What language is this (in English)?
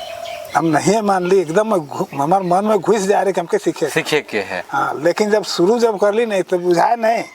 Sadri